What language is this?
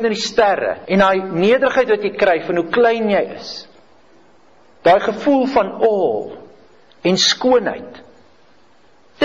Afrikaans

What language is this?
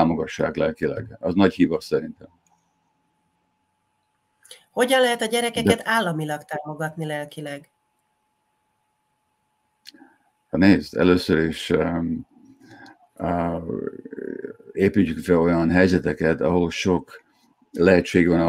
Hungarian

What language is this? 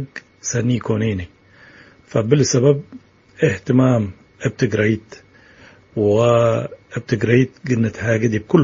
Tigre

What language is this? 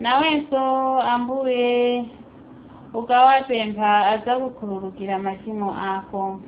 Nyanja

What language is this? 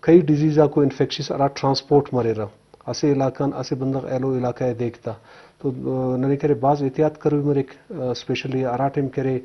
Eastern Balochi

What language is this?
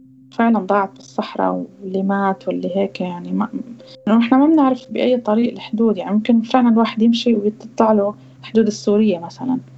North Levantine Arabic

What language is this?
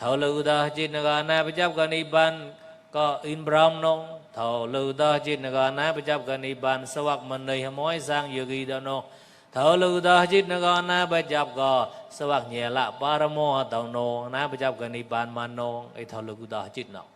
Mon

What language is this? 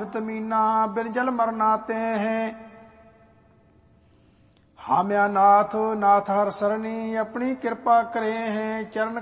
Punjabi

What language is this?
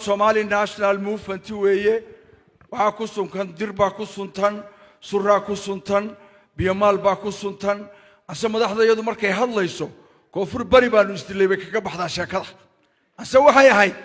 Somali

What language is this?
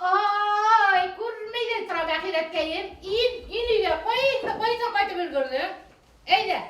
Bashkir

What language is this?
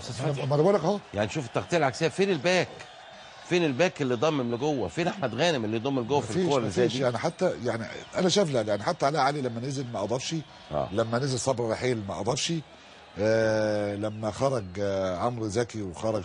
Egyptian Arabic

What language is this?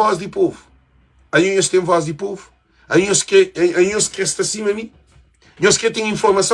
Kabuverdianu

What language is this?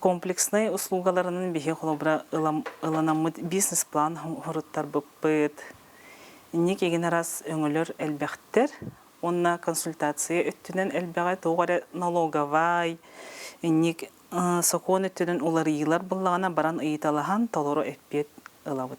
Yakut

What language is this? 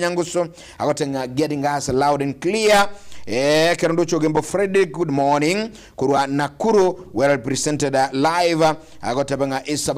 Gusii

